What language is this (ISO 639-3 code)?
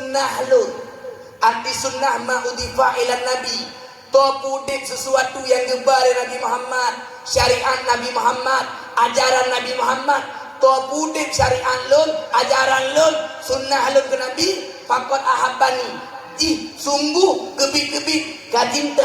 ace